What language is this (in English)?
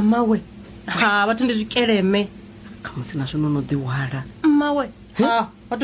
Venda